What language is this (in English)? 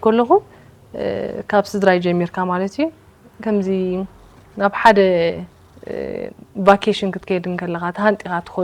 Tigrinya